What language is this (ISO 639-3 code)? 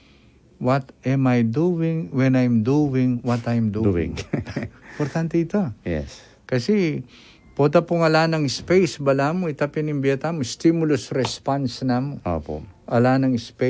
pam